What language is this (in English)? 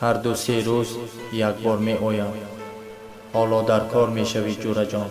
Tajik